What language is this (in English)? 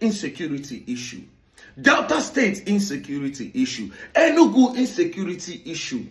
Nigerian Pidgin